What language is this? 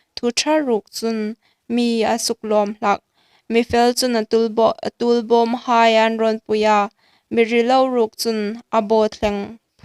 Hmar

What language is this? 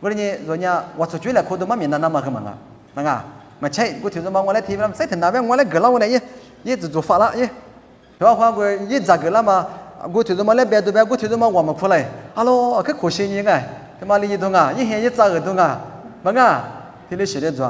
Lisu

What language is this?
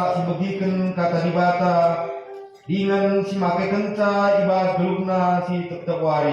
Batak Karo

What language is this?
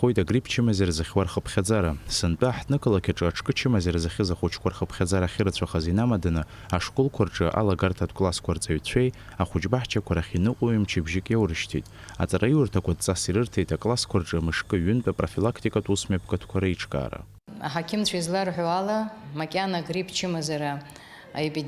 Abkhazian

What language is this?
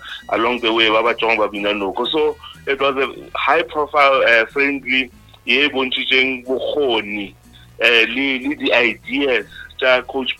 Northern Sotho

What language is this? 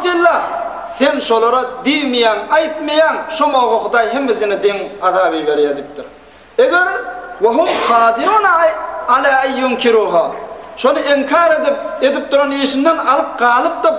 Turkmen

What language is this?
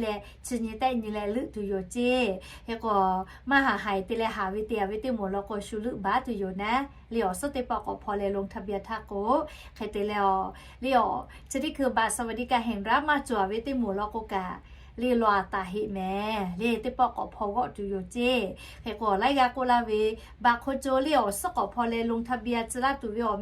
Lahu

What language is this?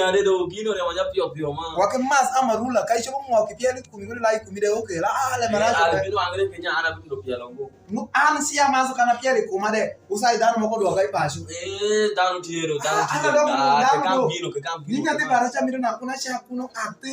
Alur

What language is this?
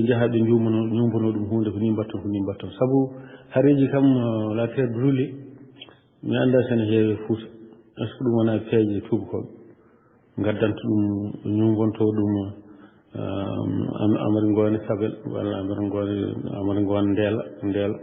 Fula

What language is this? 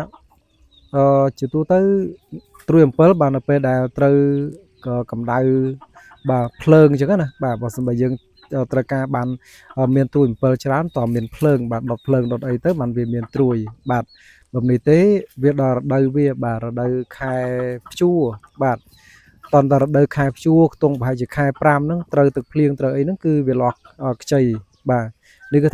Khmer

